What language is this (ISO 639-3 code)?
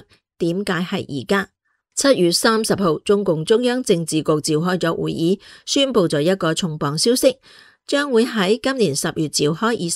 yue